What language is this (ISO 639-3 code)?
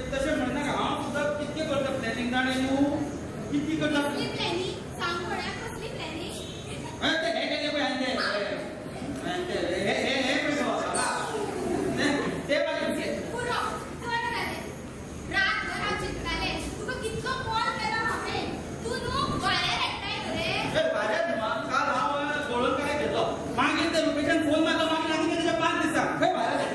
kok